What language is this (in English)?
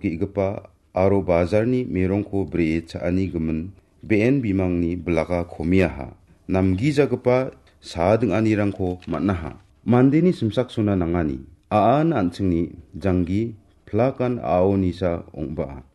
Garo